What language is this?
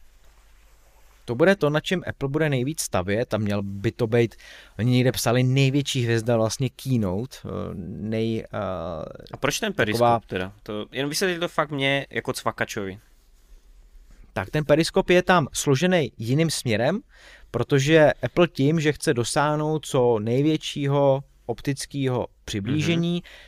Czech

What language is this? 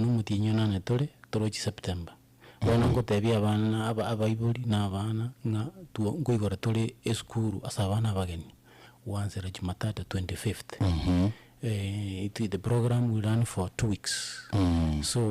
Gusii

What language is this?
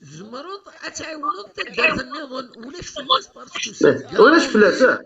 Kabyle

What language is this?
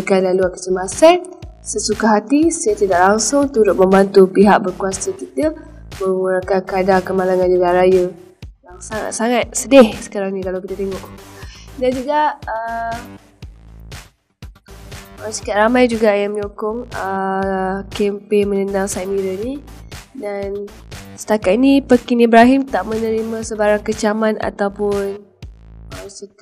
Malay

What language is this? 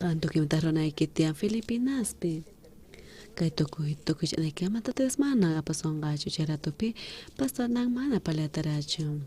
South Bolivian Quechua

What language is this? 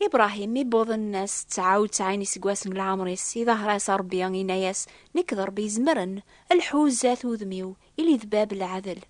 Kabyle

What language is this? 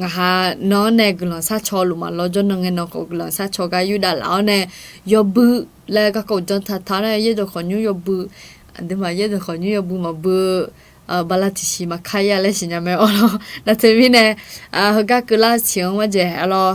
Akha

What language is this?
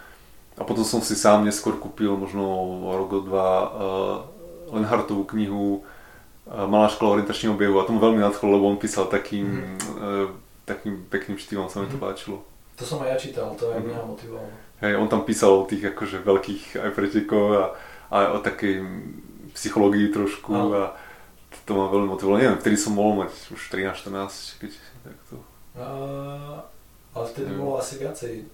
Slovak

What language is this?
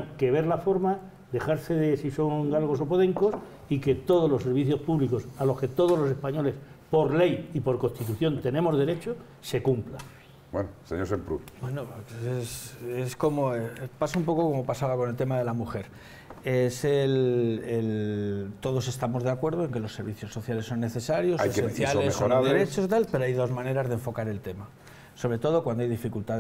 Spanish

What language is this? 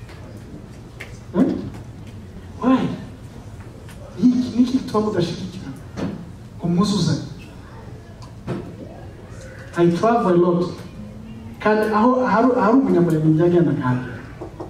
Kinyarwanda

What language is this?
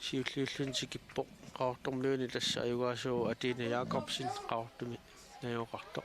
Kalaallisut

